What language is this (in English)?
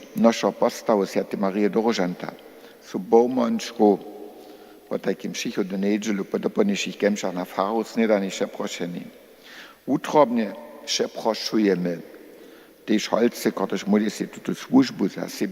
Upper Sorbian